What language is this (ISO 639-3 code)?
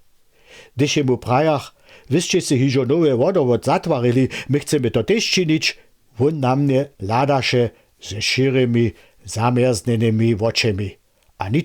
hsb